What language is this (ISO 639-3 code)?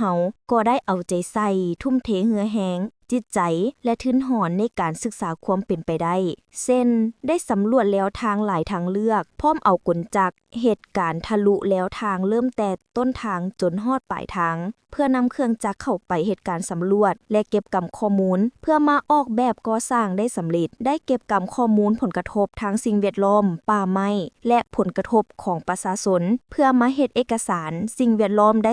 lao